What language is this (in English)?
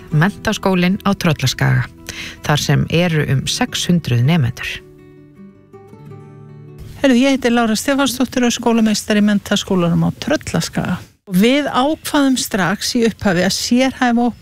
Icelandic